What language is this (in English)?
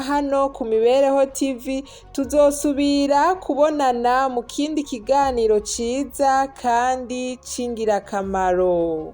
Rundi